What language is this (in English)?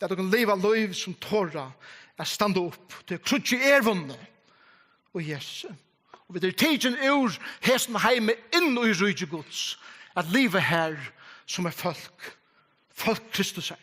Faroese